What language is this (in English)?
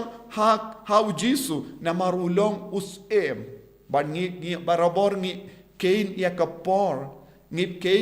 Khasi